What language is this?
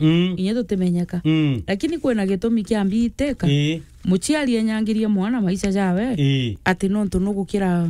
Meru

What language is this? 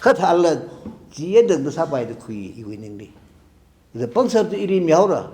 Tangkhul Naga (India)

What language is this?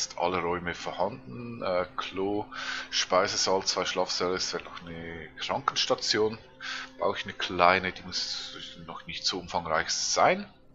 Swiss German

